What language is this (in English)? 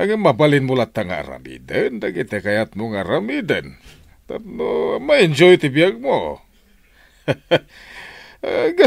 Iloko